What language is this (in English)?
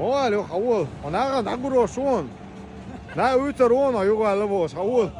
Chechen